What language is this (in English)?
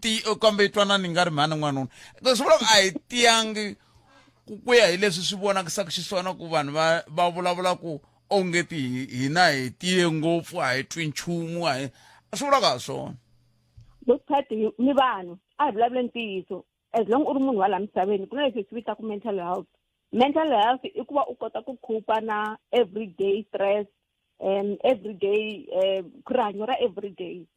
Tsonga